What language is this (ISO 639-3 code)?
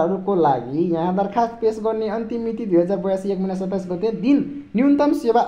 nep